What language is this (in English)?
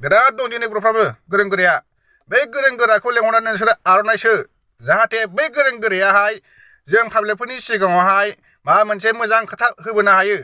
Bodo